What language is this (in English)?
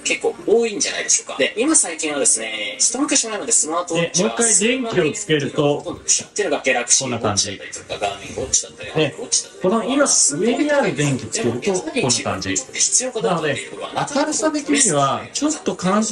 Japanese